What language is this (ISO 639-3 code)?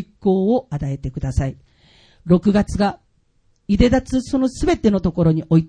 jpn